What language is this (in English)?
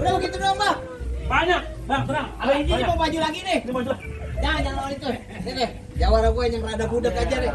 Betawi